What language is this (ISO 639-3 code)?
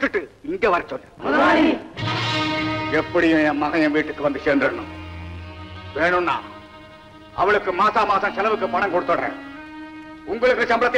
tam